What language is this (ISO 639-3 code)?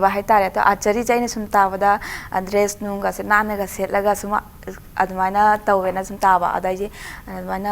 mni